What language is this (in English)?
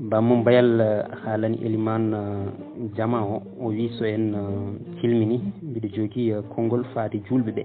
Fula